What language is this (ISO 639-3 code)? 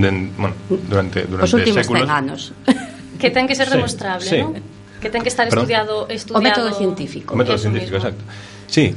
glg